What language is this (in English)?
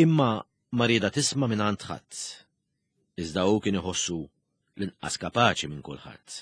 Maltese